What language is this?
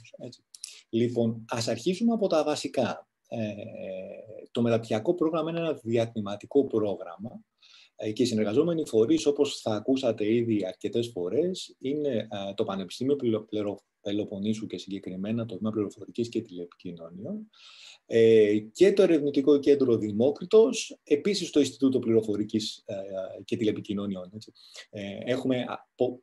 Greek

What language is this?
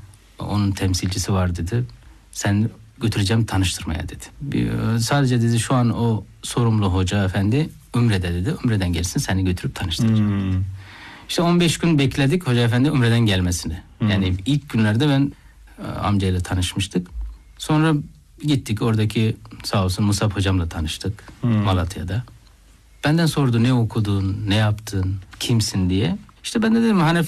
Turkish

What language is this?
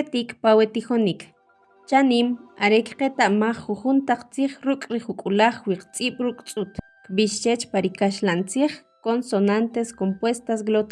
Kʼicheʼ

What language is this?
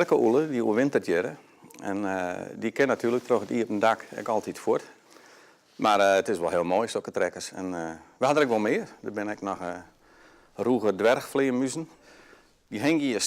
Western Frisian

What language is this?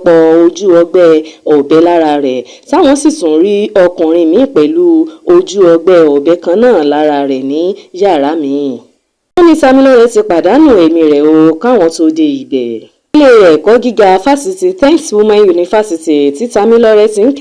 Yoruba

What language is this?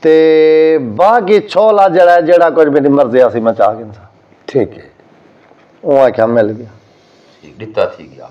Saraiki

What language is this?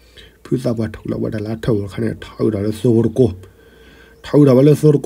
S'gaw Karen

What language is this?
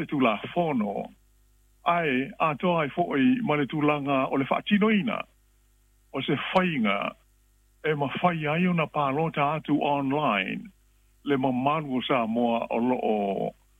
Samoan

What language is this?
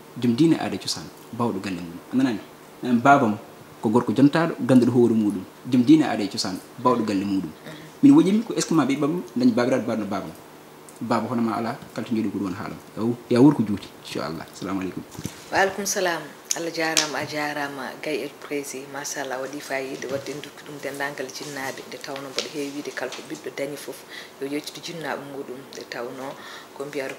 Fula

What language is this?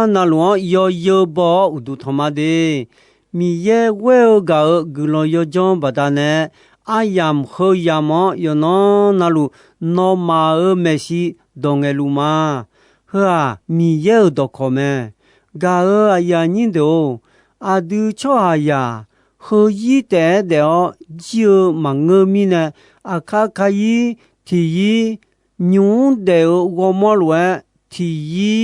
Akha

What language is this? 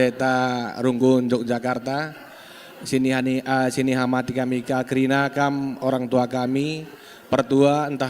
Batak Karo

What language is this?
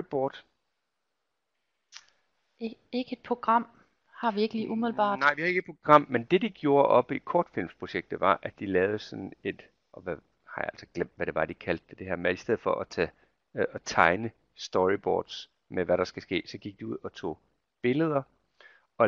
Danish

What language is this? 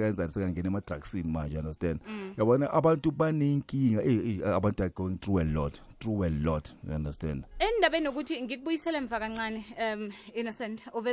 South Ndebele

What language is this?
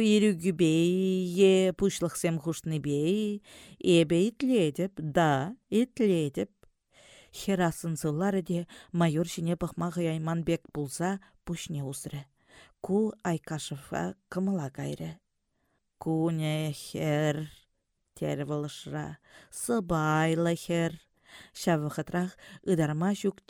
Chuvash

